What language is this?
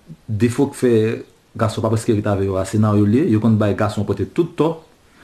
Haitian Creole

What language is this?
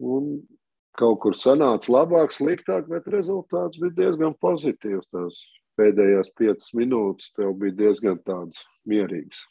Latvian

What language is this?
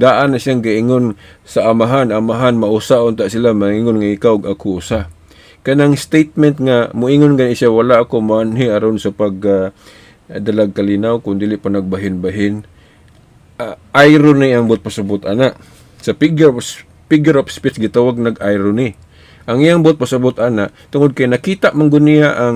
Cebuano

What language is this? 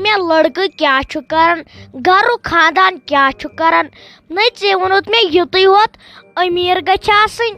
Kashmiri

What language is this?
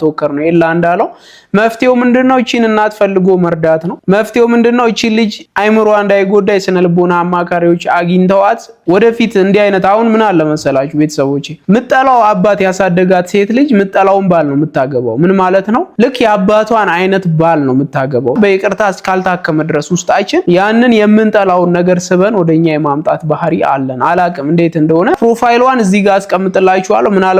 Amharic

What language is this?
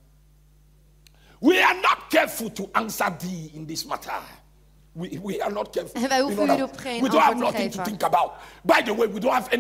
Dutch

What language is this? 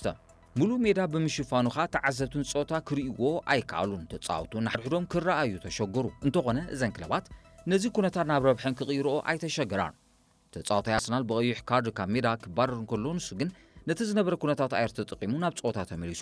Tigrinya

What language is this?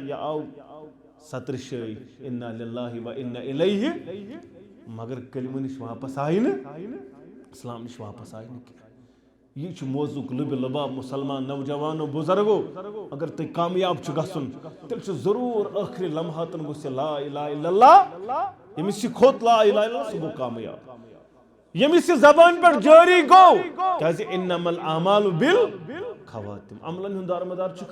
Kashmiri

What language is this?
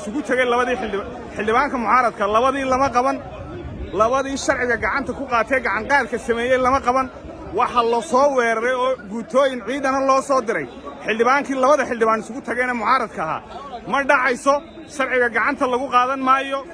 Somali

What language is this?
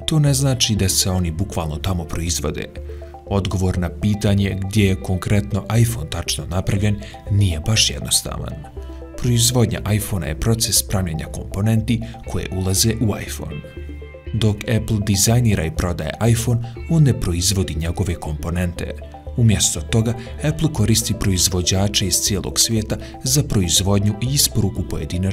Bosnian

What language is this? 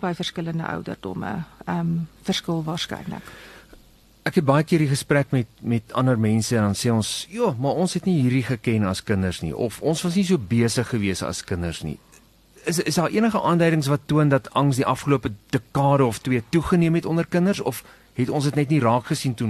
Afrikaans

